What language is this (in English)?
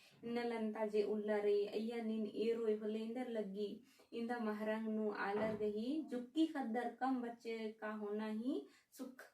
Kurukh